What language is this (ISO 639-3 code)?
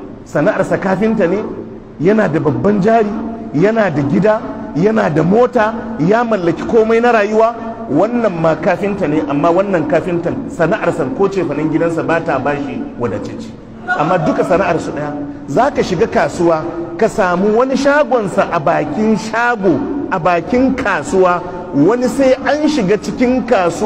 hau